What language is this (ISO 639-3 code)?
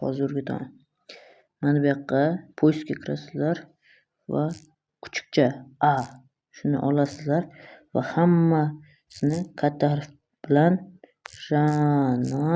uzb